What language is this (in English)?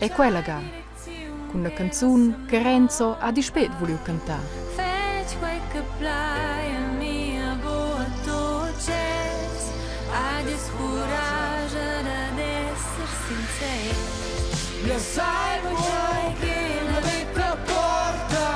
Romansh